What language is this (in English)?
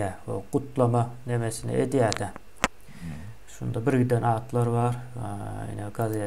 Turkmen